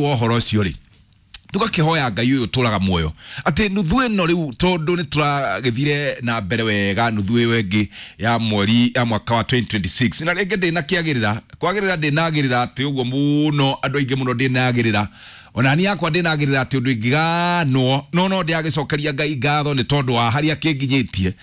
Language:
Kikuyu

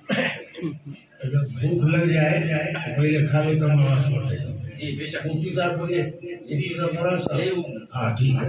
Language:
Urdu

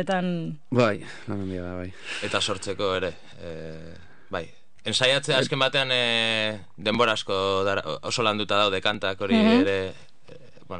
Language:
Basque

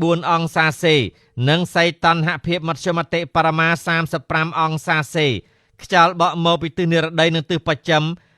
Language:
Khmer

